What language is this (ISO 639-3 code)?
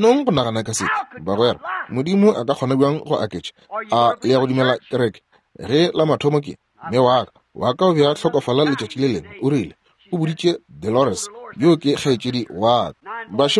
nso